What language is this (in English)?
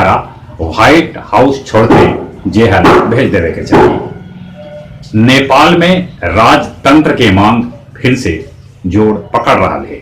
Magahi